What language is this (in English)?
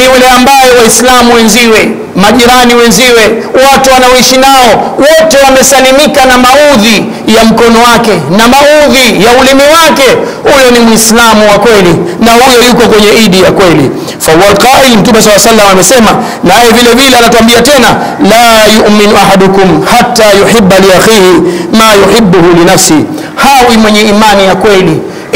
Swahili